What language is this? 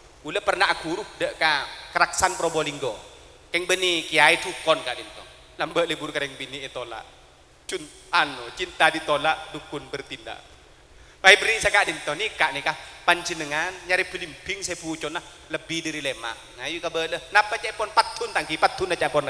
Madurese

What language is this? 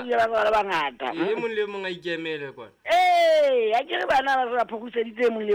Southern Sotho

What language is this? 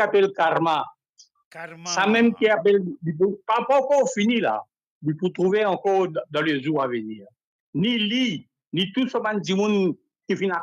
Morisyen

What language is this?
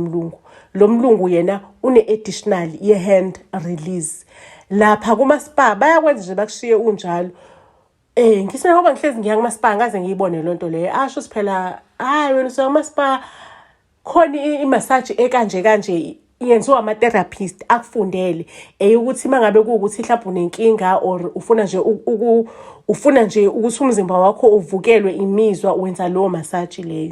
Zulu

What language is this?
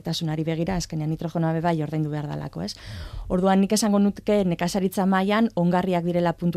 Basque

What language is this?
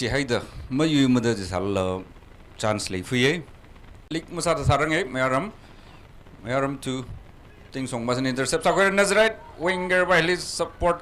Tangkhul Naga (India)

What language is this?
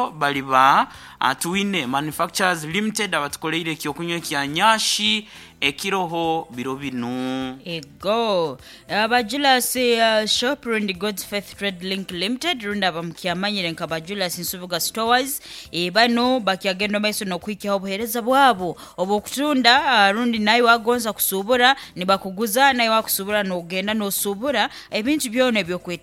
Nyankole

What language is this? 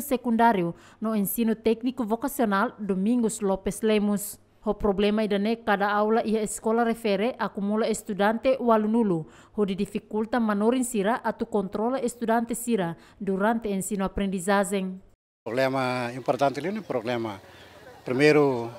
Tetum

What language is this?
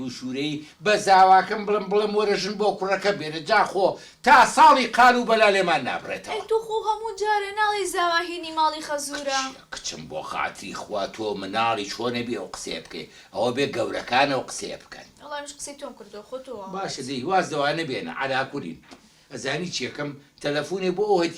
Central Kurdish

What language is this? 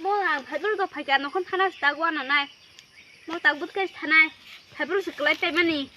Kok Borok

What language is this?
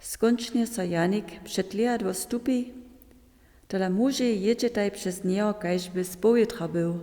Upper Sorbian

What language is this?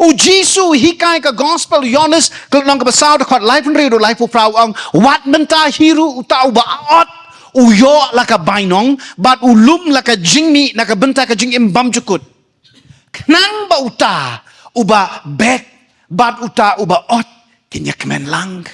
Khasi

